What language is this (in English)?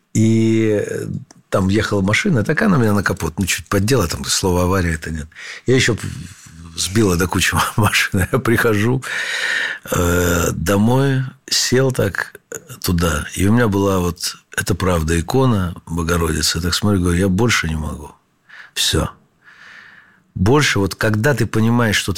Russian